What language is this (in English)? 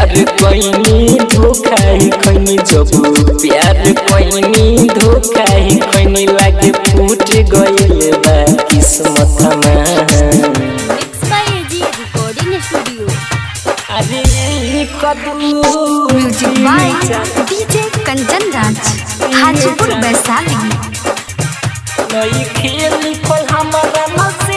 Bhojpuri